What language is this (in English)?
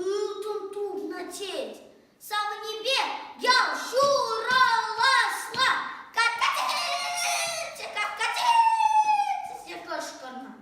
Chuvash